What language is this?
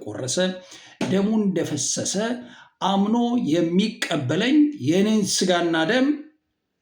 Amharic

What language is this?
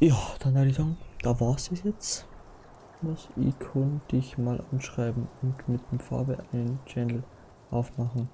Bavarian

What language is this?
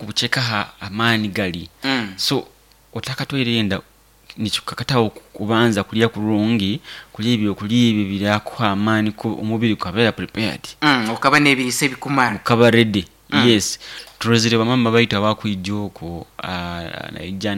Nyoro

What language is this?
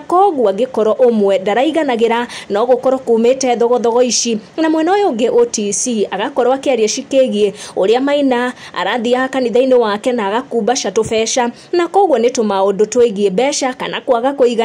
Kikuyu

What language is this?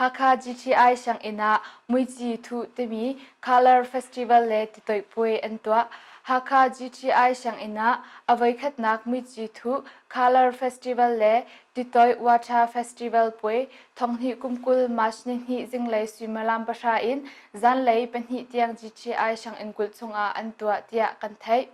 Hakha Chin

